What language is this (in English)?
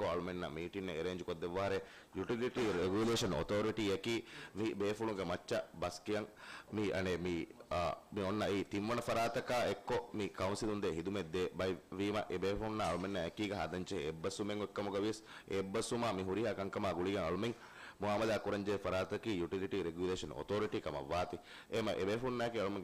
Divehi